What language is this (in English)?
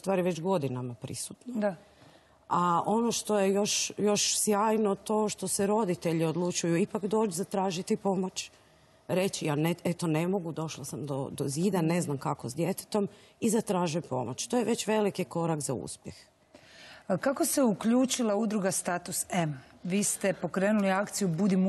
Croatian